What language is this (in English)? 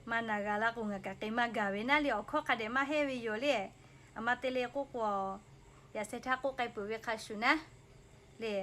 Lahu